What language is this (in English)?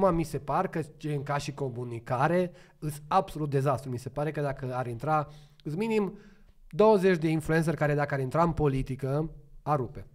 Romanian